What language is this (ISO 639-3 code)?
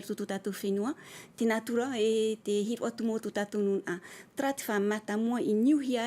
tah